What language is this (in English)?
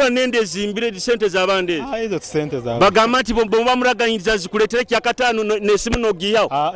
Nyoro